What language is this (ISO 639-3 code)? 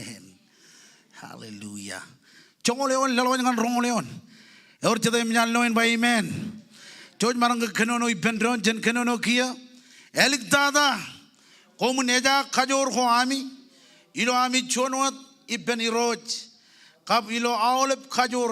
mah